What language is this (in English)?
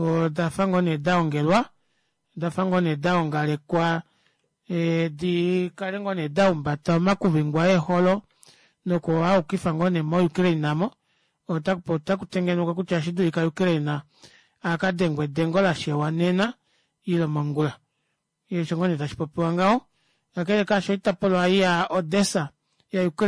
Kuanyama